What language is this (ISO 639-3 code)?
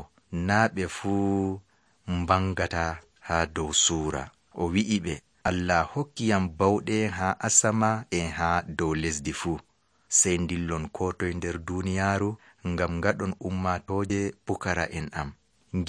fuv